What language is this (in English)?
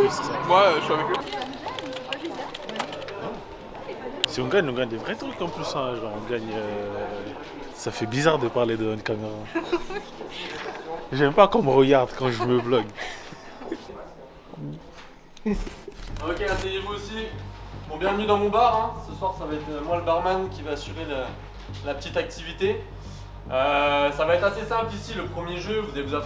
French